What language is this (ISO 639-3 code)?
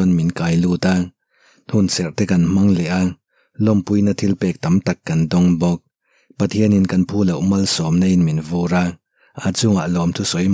lus